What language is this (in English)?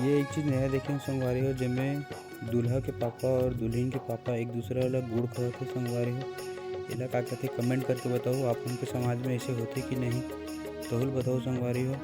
Chhattisgarhi